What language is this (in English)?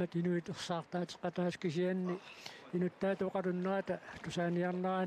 Kalaallisut